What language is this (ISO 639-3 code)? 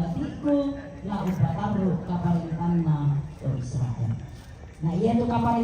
sda